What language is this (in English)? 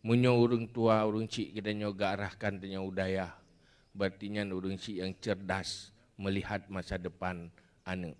Achinese